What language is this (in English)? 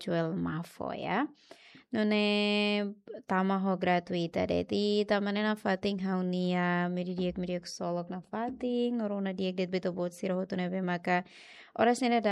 Tetum